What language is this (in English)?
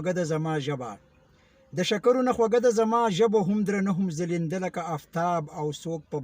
Pashto